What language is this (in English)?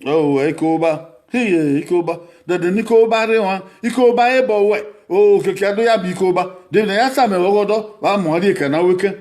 Bini